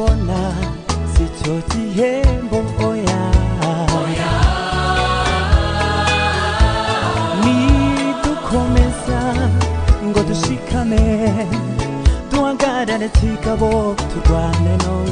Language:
Kinyarwanda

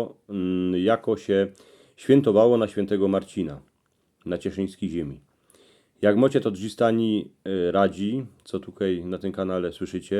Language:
Silesian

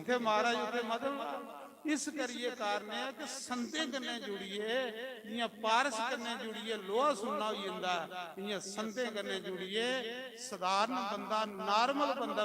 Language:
Dogri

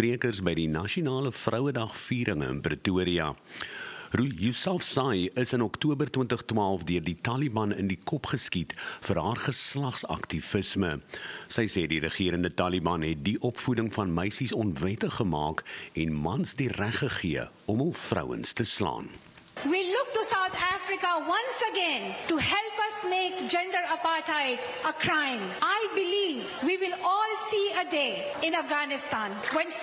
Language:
Afrikaans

